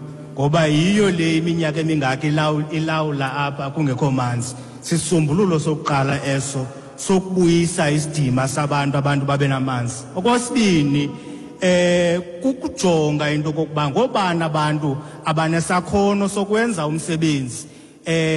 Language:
Xhosa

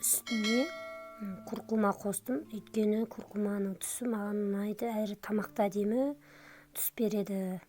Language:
Kazakh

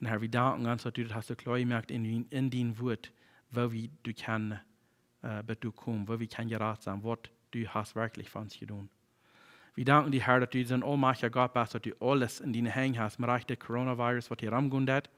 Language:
Plautdietsch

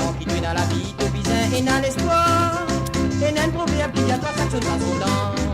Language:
Morisyen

